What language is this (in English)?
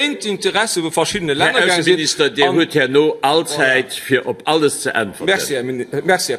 Luxembourgish